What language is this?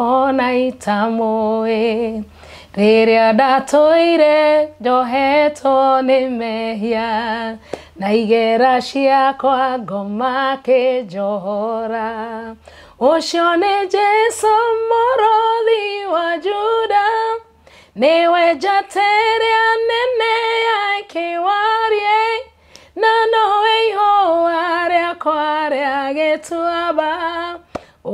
Kikuyu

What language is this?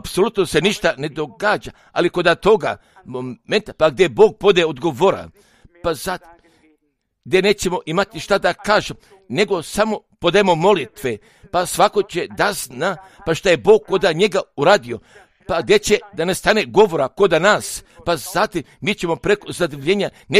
Croatian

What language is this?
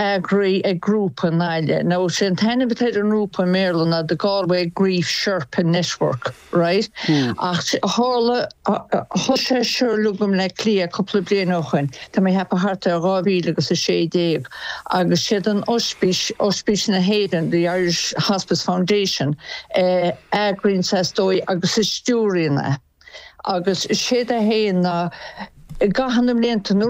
Irish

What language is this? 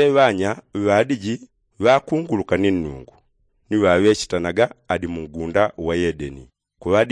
Yao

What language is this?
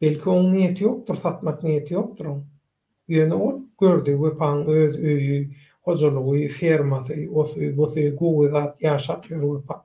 Turkmen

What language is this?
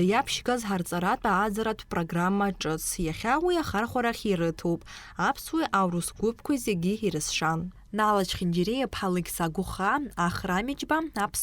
Abkhazian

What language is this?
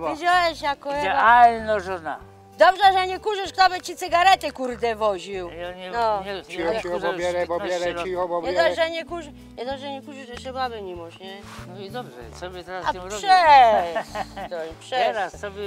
Silesian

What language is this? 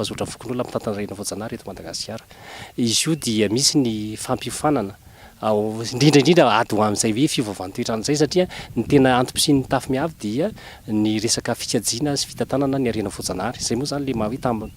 Malagasy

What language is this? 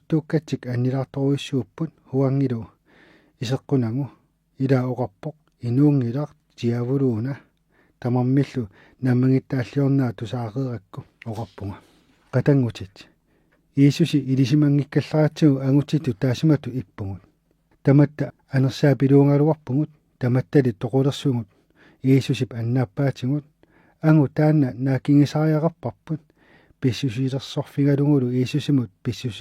Kalaallisut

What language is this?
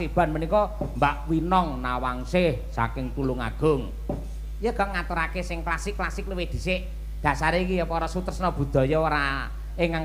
Javanese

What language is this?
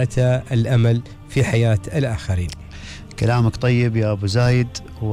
Gulf Arabic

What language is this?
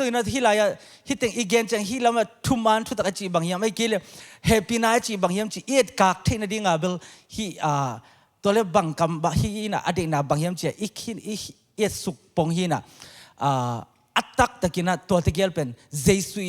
Tedim Chin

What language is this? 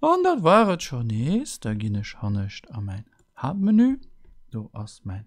Luxembourgish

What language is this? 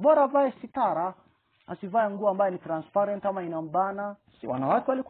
Swahili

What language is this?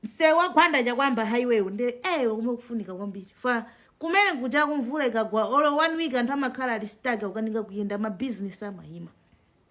Nyanja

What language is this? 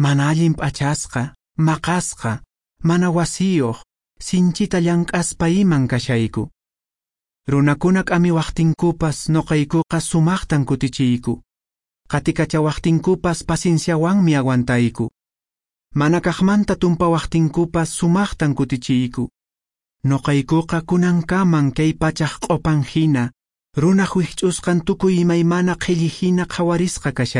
Quechua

